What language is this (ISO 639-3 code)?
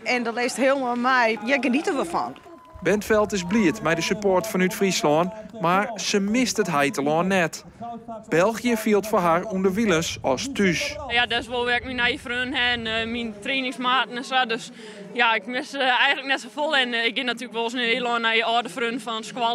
fry